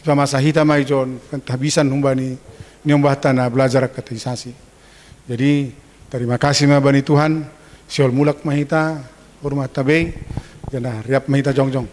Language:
Batak Simalungun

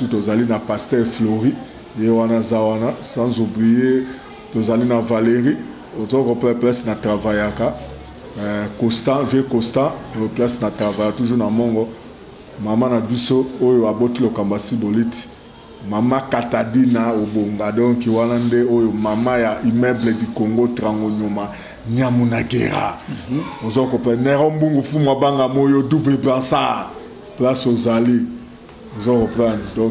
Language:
Lingala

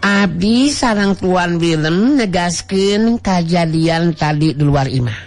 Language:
Sundanese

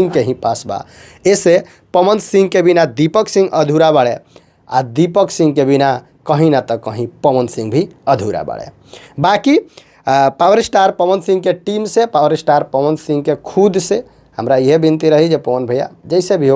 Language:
Bhojpuri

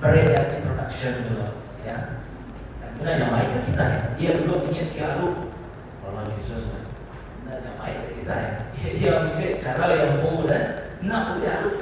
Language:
Iban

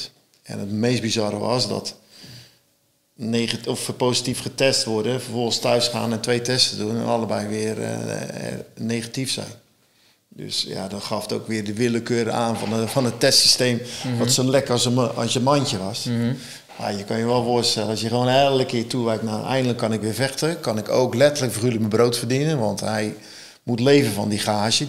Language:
Dutch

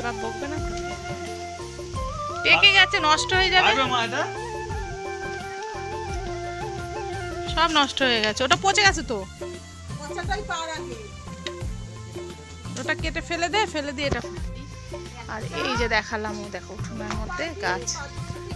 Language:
Bangla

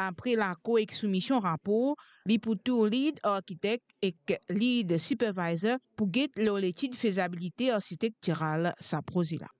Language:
Morisyen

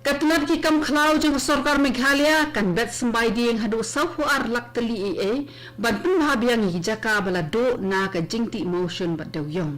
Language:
Khasi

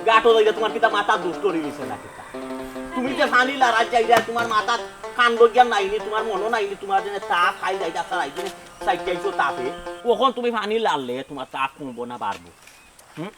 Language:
Sylheti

